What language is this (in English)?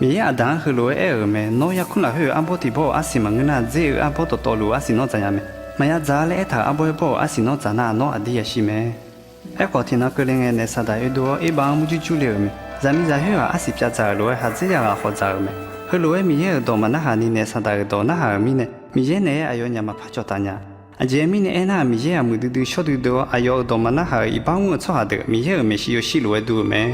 Akha